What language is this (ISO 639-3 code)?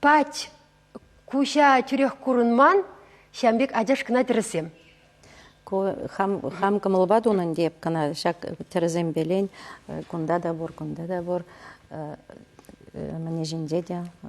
chv